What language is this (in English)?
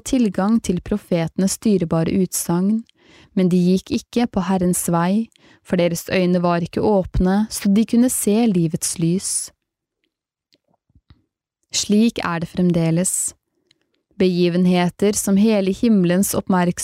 Norwegian